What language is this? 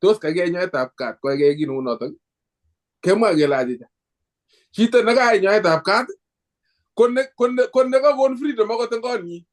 Kalenjin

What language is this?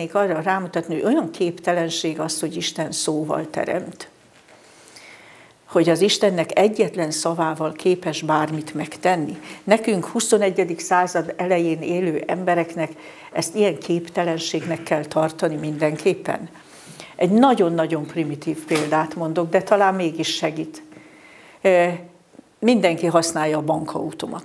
Hungarian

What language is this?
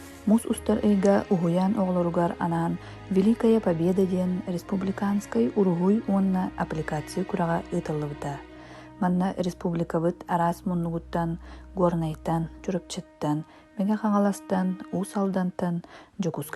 Yakut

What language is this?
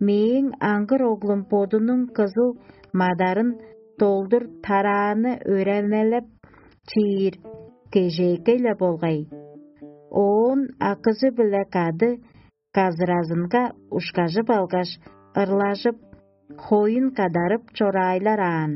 Tuvinian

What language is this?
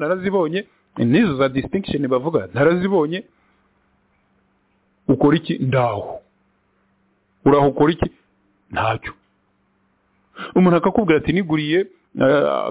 Kinyarwanda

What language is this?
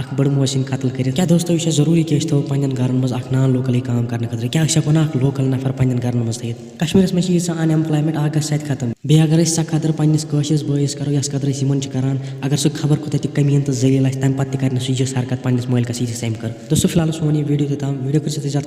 Kashmiri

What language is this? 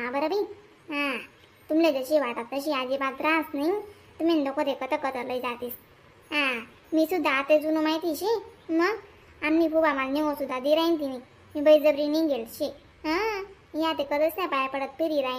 Khandesi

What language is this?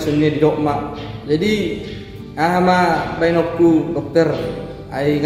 Batak Toba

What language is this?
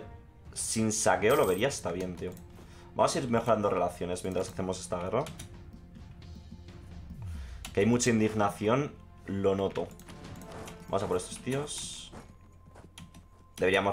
Spanish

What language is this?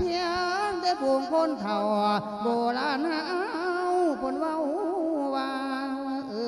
Lao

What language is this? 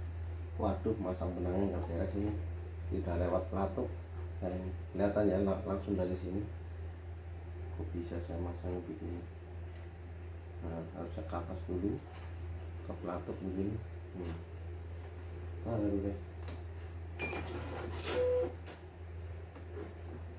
Indonesian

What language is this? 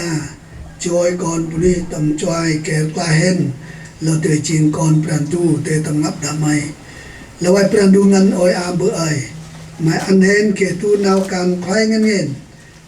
Central Mnong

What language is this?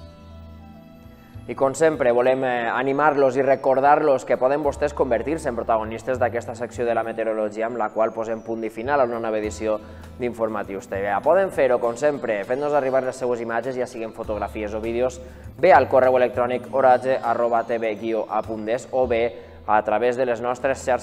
Catalan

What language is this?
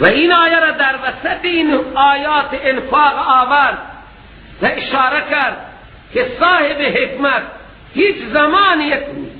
Persian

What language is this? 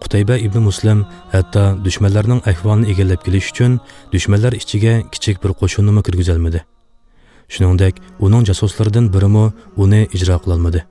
Uyghur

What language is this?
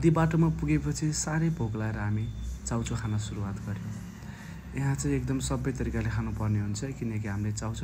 Nepali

